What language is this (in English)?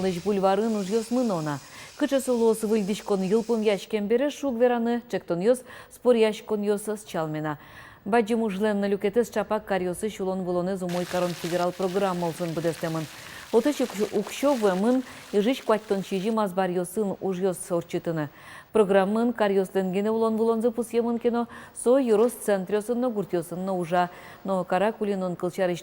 Udmurt